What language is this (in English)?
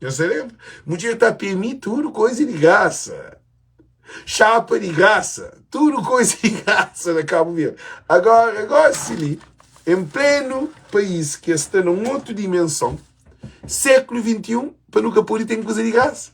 Kabuverdianu